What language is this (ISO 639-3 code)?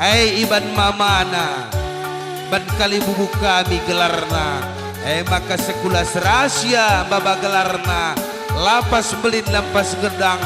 btx